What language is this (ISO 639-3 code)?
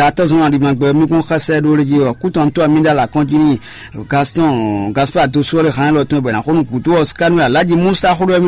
fon